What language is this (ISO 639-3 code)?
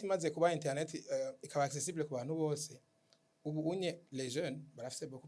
run